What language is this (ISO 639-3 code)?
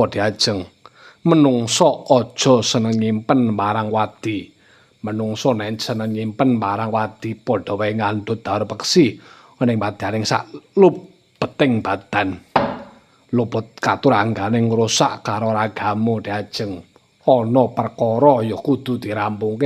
jav